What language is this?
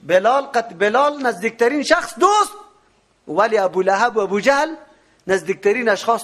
Persian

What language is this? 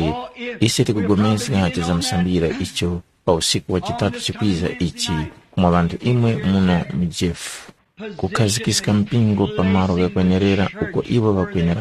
Tumbuka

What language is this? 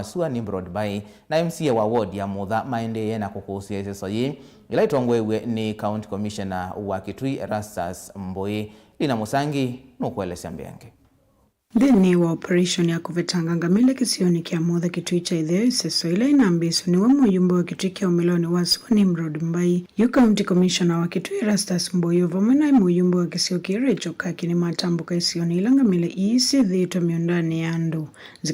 Kamba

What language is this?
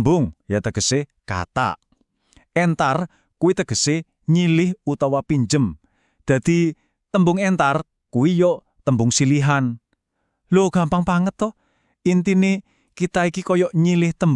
Javanese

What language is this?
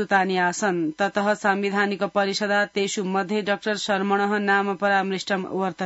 Sanskrit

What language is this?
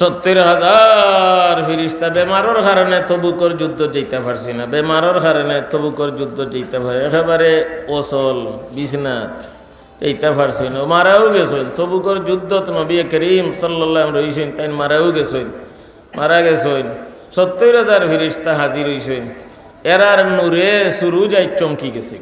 Sylheti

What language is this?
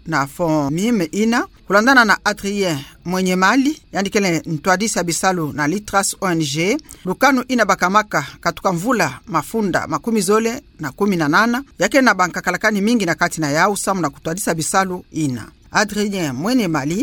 Kituba (Democratic Republic of Congo)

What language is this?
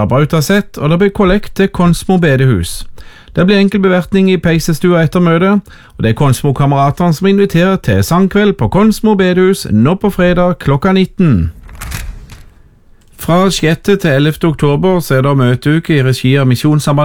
Norwegian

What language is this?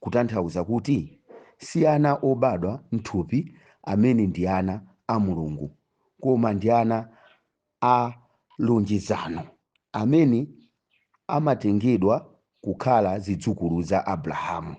Nyanja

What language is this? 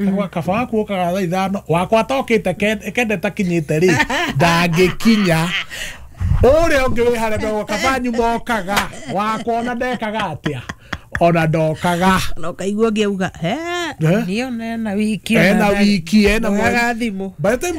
Kikuyu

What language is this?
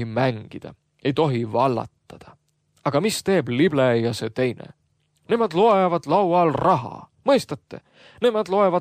Estonian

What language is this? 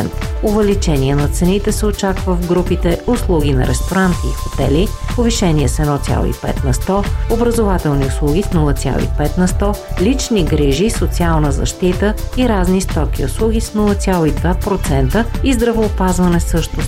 Bulgarian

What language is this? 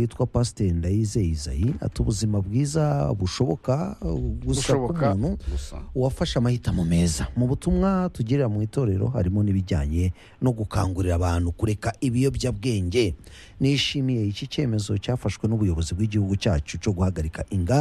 Kinyarwanda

